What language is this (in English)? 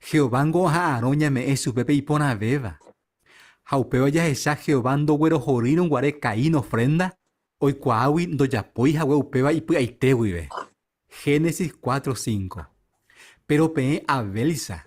Guarani